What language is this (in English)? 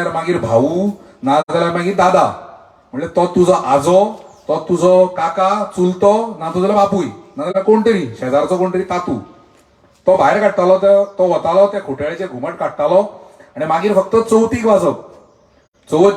Konkani